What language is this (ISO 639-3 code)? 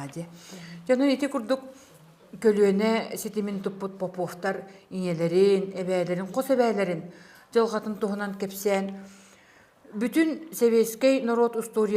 sah